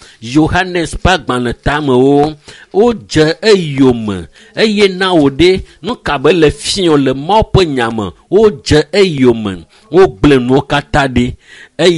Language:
Ewe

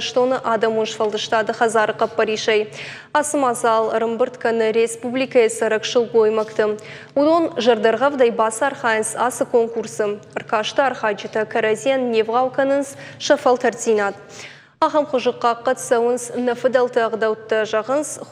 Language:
Ossetic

